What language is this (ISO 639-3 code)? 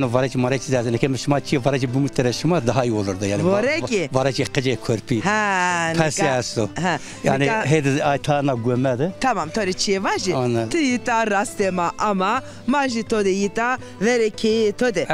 zza